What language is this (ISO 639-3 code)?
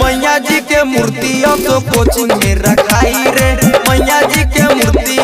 bho